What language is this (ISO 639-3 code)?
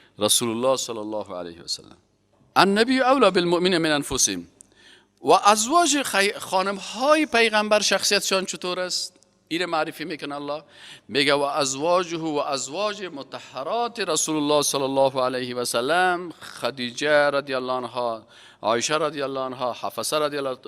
fas